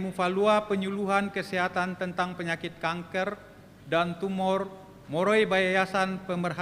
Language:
Nias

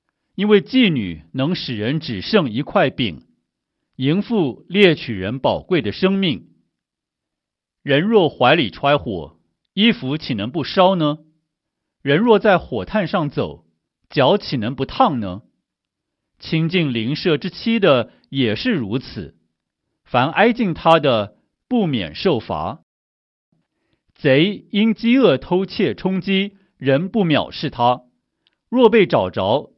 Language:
Chinese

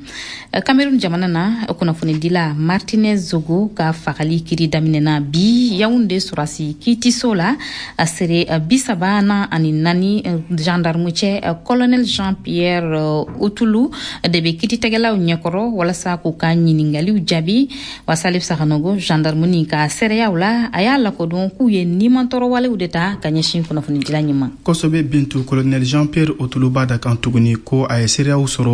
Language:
Bambara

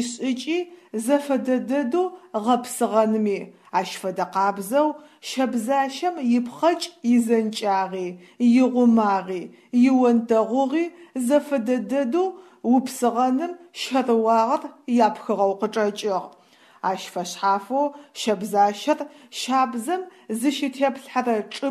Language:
Adyghe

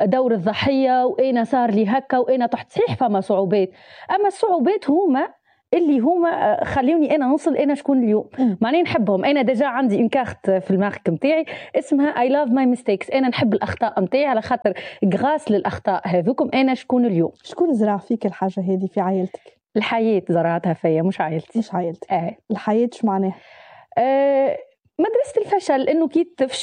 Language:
Tunisian Arabic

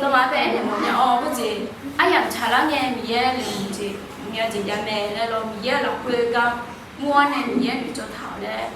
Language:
Akha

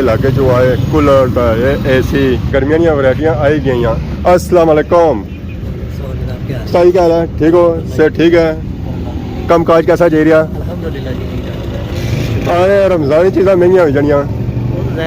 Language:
Pahari-Potwari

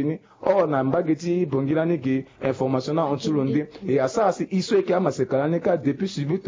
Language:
Sango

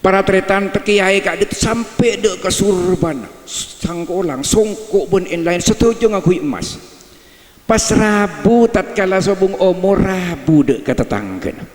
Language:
Madurese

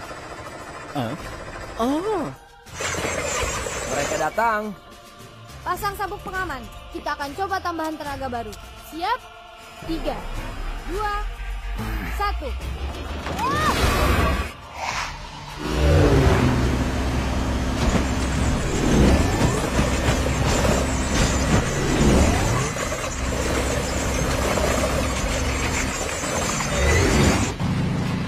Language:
Indonesian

